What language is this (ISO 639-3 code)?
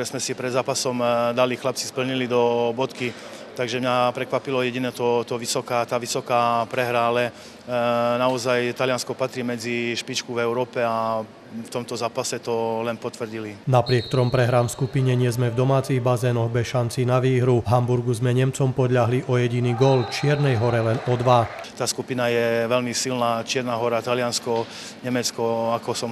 slk